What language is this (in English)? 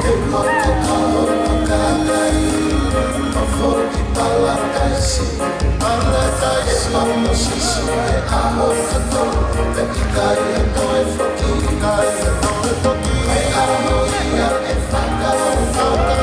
Tongan